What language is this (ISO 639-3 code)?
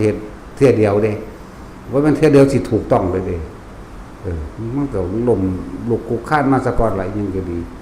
tts